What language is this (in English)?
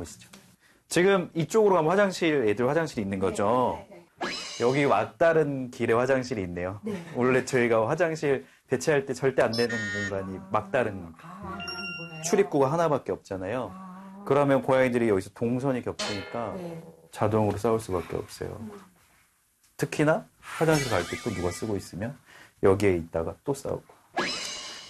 Korean